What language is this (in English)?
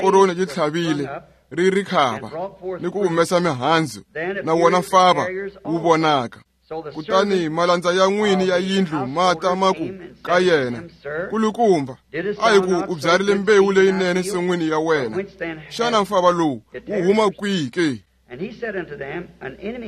Tsonga